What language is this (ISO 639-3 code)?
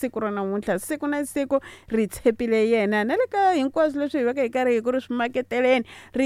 tso